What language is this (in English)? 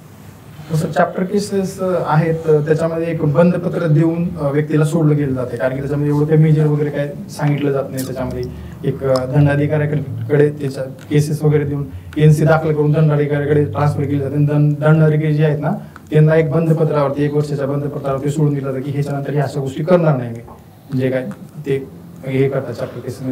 Marathi